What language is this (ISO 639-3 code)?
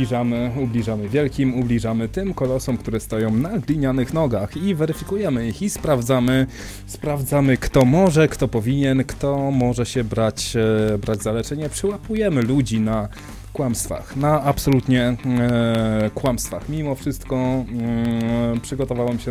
pol